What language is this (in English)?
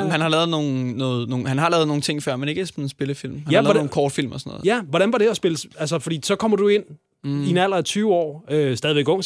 Danish